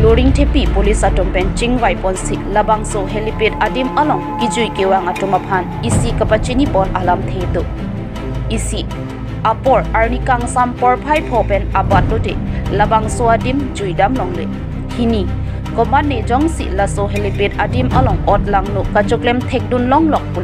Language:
Karbi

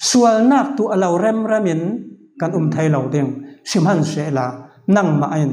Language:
Falam Chin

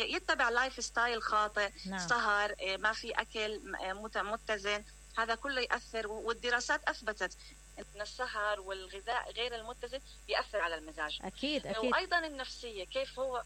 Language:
Mesopotamian Arabic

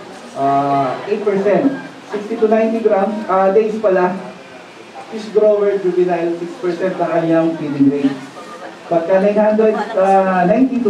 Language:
Filipino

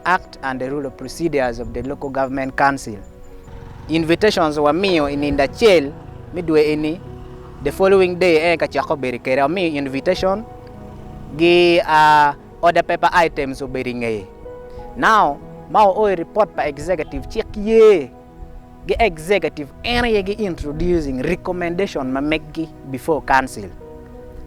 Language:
Acoli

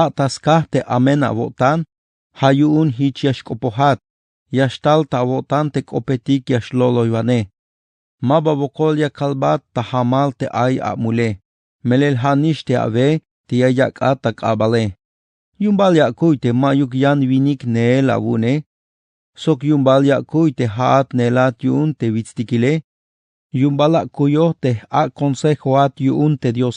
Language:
Tzeltal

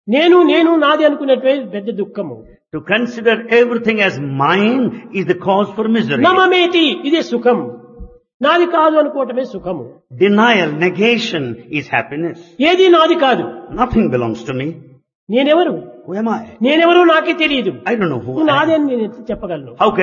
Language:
Telugu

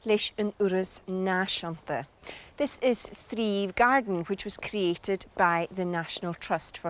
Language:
Scottish Gaelic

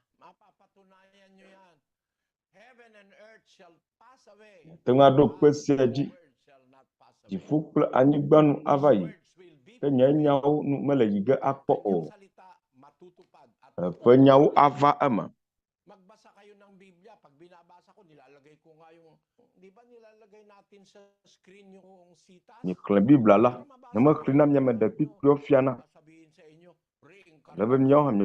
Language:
Ewe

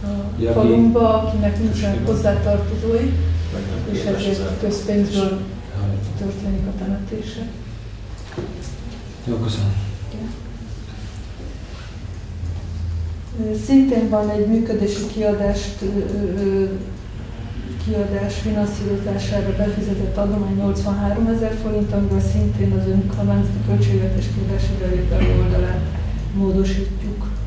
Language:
Hungarian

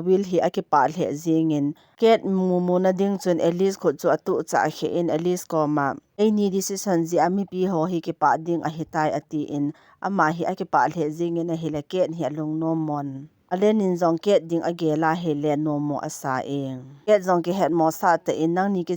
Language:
Thado Chin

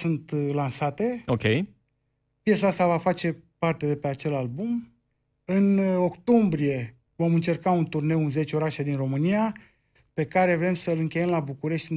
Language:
Romanian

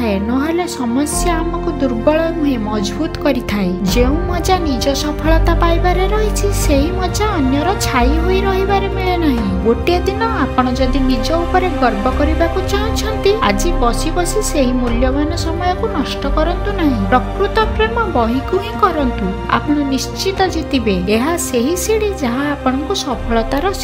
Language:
Odia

